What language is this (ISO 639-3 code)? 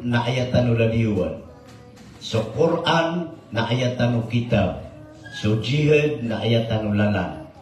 mrw